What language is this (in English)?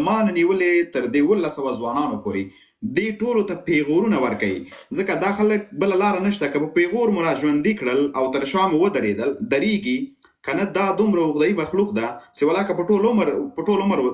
Pashto